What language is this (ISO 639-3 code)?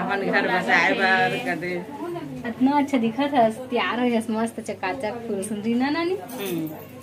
hne